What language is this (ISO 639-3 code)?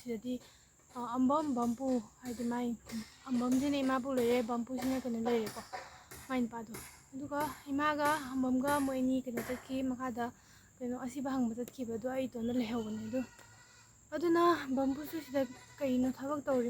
mni